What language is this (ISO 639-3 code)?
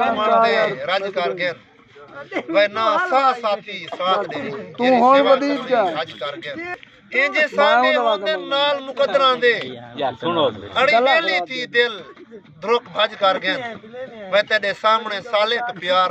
skr